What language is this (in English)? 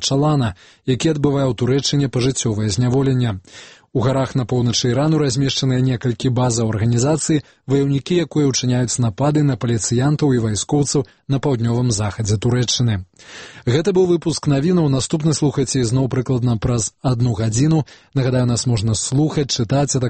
Belarusian